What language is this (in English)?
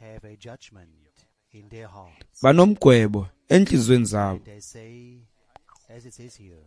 Xhosa